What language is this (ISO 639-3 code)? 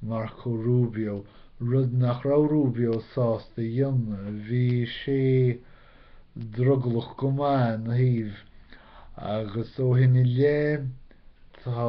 gle